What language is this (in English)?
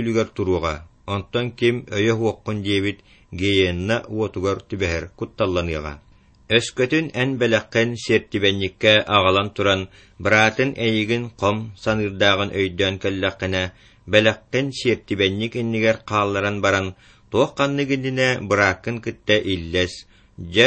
Yakut